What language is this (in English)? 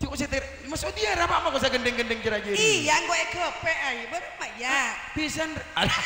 Madurese